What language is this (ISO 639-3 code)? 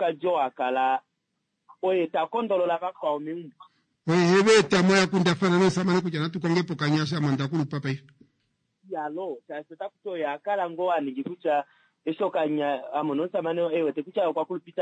kua